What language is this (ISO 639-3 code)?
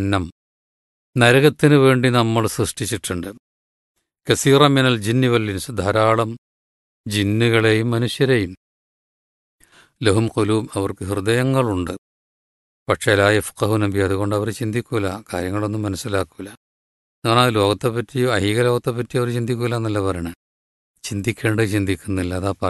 mal